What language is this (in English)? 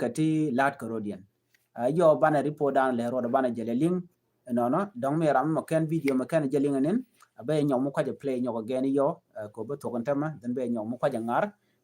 Nuer